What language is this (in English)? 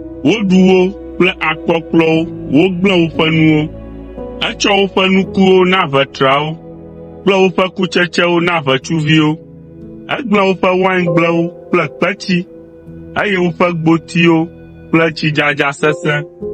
Ewe